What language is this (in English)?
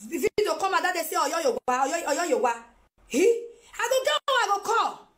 Nigerian Pidgin